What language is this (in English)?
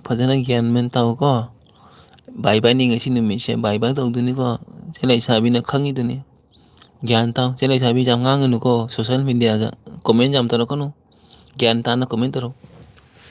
Manipuri